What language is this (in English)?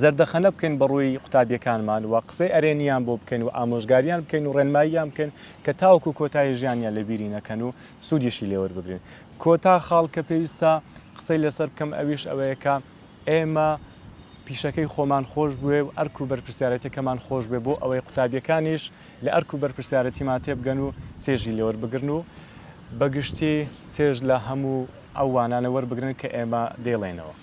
Central Kurdish